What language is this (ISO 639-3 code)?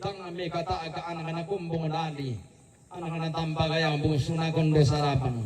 sda